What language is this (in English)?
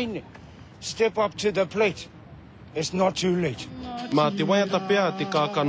Māori